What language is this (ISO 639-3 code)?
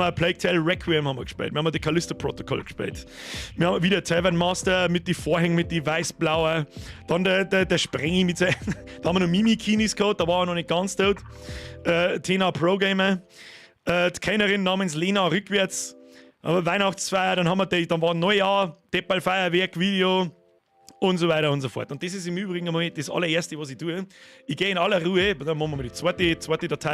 bar